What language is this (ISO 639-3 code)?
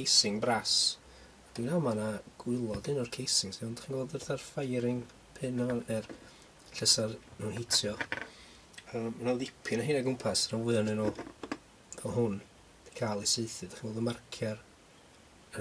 cym